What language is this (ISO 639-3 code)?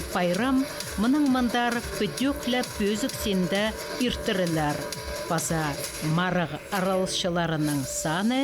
kjh